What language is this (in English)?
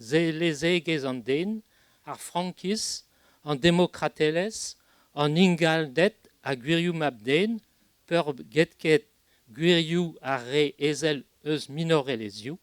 Breton